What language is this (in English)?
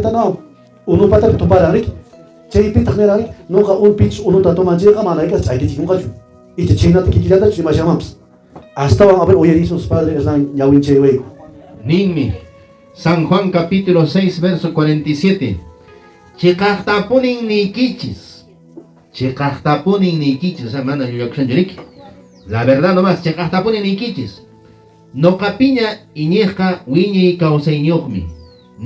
Quechua